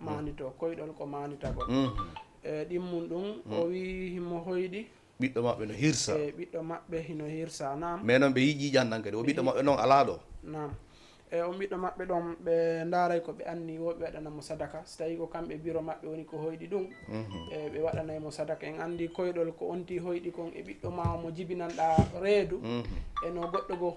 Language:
Fula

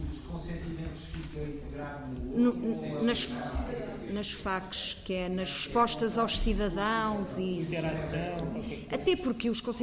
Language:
Portuguese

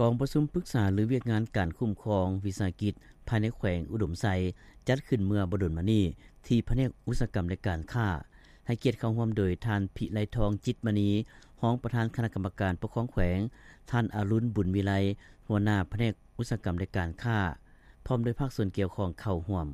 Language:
Lao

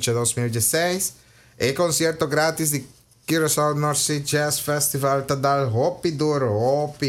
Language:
Papiamento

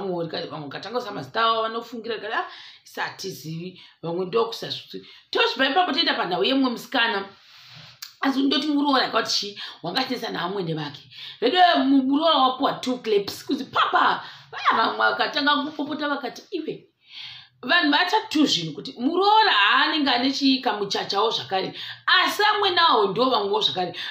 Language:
Shona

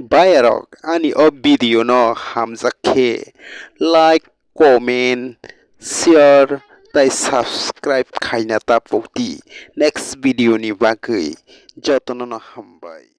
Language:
Kok Borok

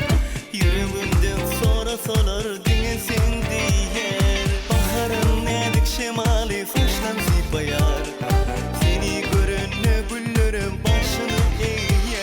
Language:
Turkmen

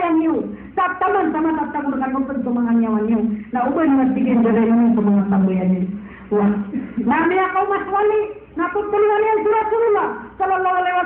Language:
Maranao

